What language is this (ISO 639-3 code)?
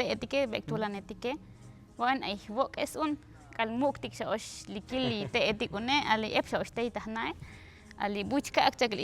tzo